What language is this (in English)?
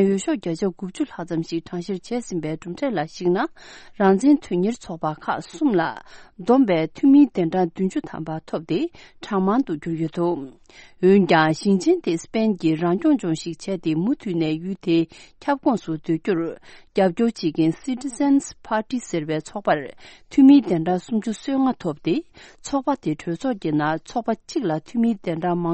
Tibetan